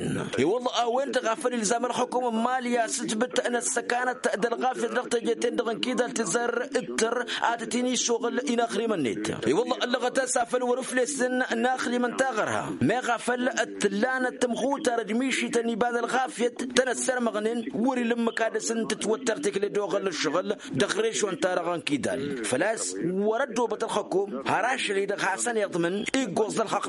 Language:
Tamasheq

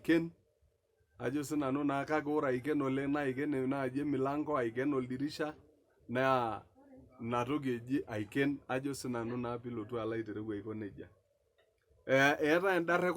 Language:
Masai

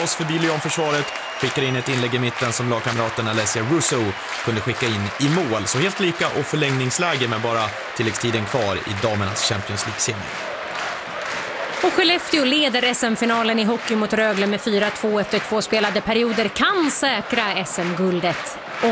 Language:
Swedish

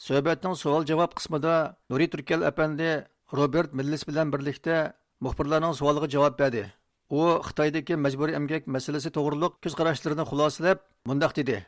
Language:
Uyghur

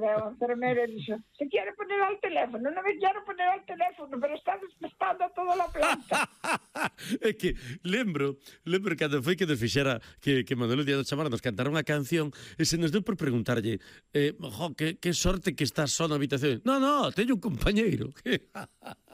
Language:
Galician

